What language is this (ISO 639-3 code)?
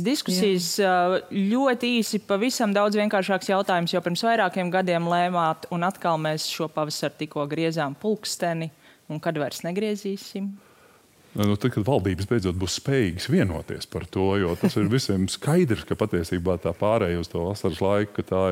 lav